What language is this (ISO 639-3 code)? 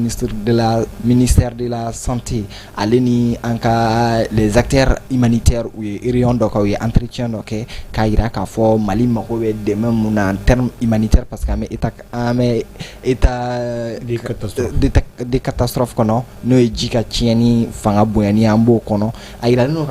bam